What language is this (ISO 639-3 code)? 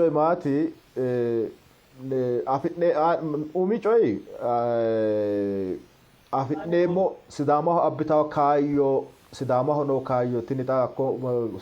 sid